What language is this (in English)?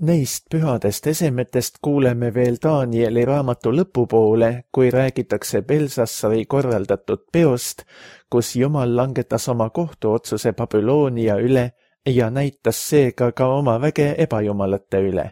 Estonian